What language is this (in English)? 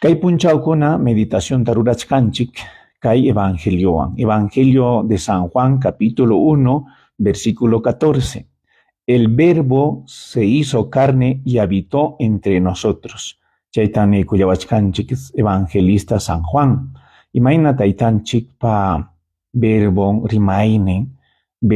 Ayacucho Quechua